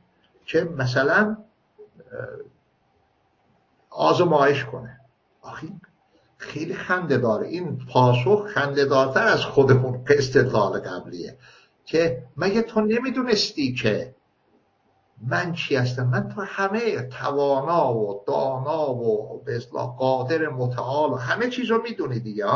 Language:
Persian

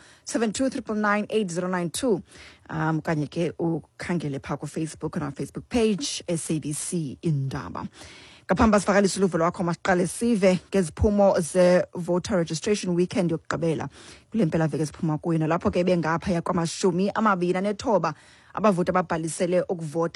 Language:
Xhosa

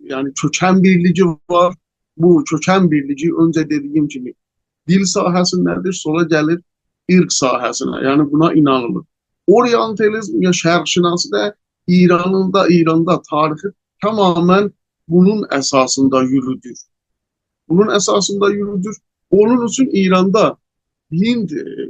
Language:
South Azerbaijani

